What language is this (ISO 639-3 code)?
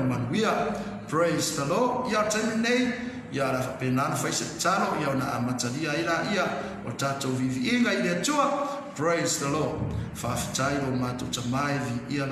smo